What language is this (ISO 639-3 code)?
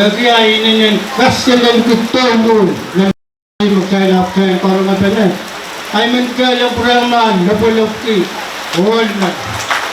pon